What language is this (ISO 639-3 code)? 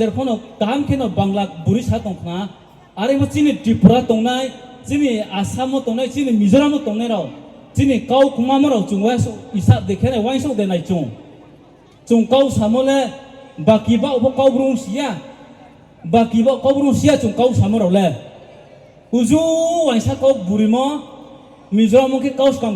ria